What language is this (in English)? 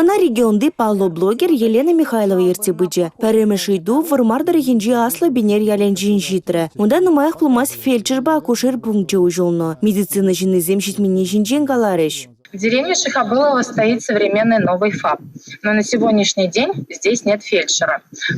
Chuvash